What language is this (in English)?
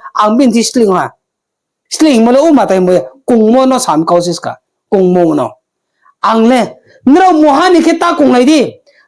Riang (India)